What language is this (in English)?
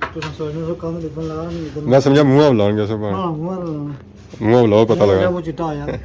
Pahari-Potwari